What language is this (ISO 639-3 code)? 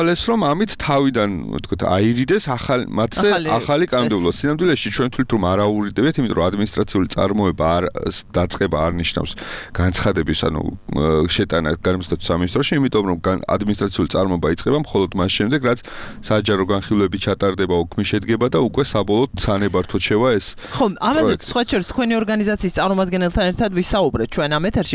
kat